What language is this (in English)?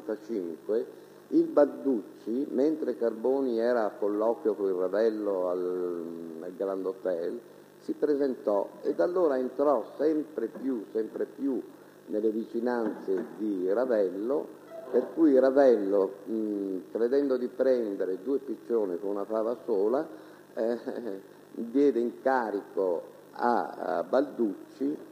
Italian